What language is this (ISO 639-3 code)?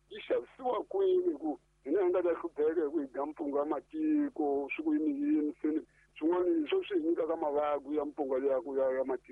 tso